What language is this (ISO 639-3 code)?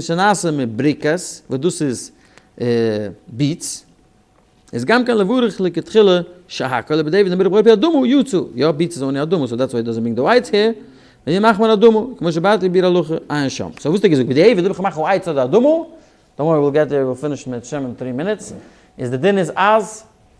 yid